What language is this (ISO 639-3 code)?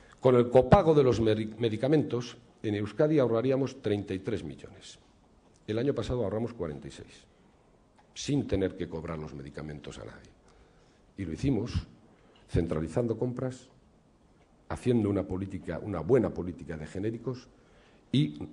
spa